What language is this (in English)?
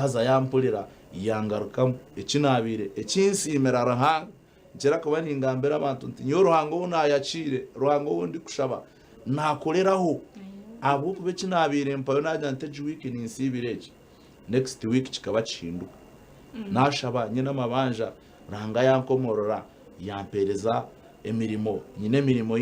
Nyankole